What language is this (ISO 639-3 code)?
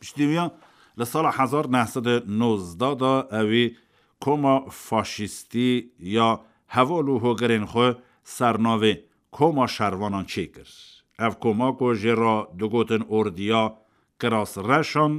kur